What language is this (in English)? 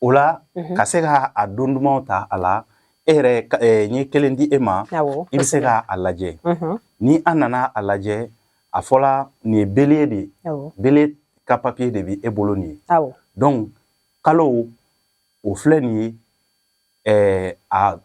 Bambara